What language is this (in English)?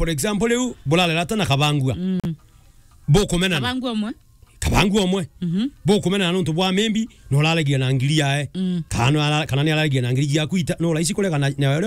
Meru